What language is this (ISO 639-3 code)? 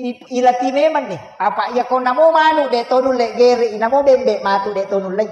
bug